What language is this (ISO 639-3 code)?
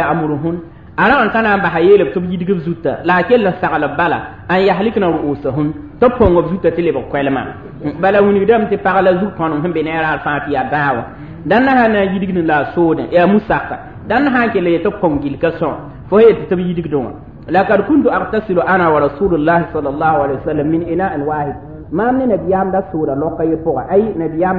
mos